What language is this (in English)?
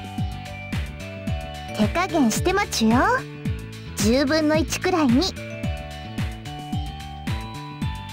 Japanese